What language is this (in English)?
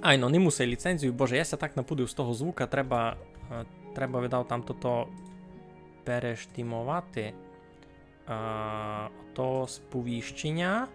Rusyn